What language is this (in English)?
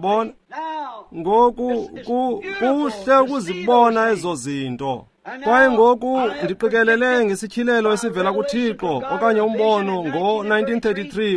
Xhosa